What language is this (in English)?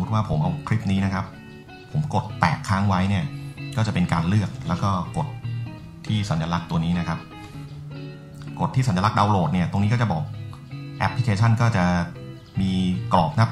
Thai